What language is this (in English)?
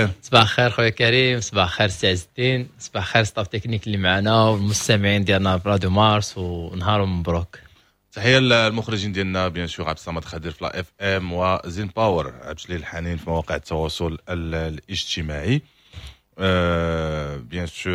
Moroccan Arabic